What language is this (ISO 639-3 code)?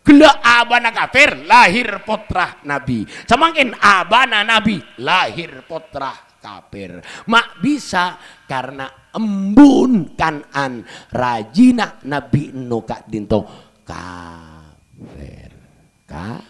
mad